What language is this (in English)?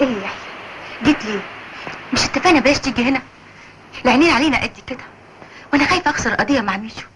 Egyptian Arabic